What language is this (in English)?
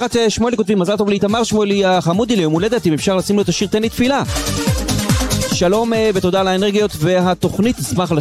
Hebrew